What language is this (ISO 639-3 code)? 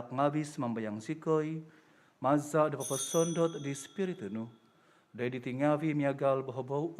dtp